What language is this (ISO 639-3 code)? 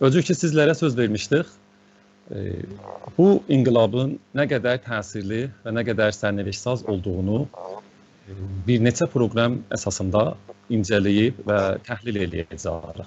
azb